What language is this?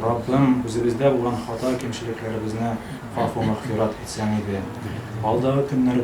Tatar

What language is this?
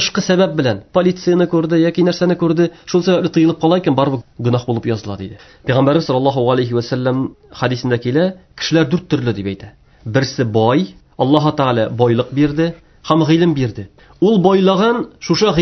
Tatar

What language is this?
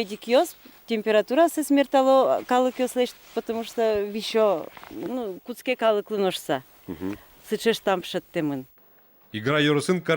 Udmurt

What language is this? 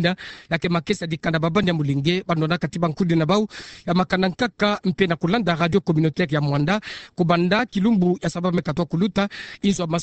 Kituba (Democratic Republic of Congo)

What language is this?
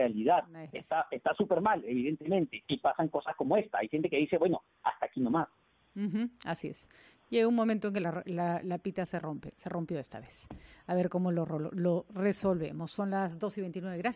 Spanish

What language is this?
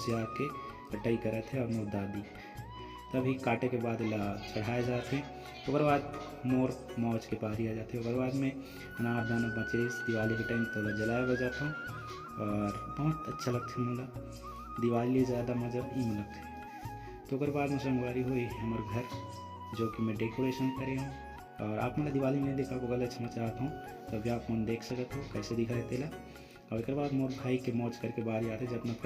Chhattisgarhi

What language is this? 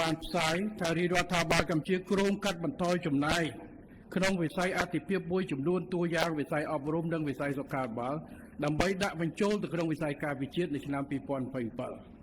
Khmer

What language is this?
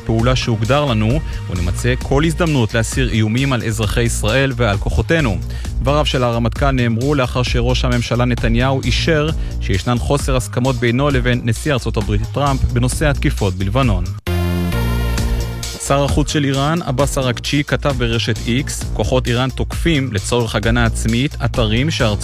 Hebrew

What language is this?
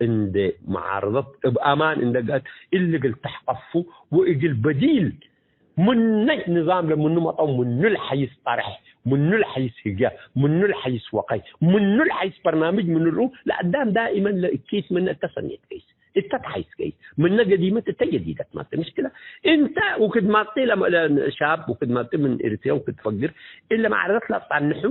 Tigre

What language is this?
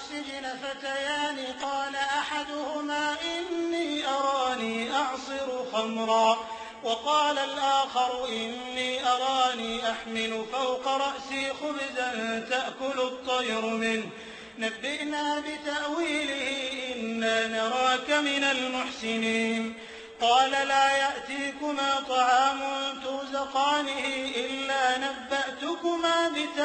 Arabic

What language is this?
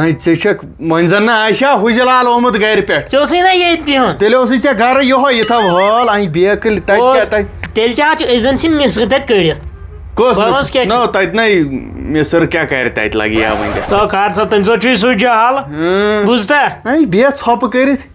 Kashmiri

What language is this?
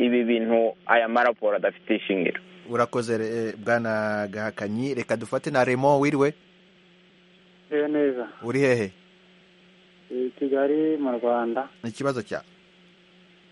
Kinyarwanda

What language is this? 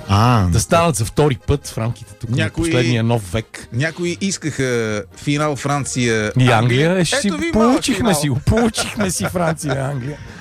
Bulgarian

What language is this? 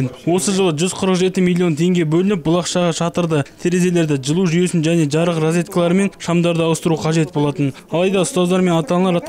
Kazakh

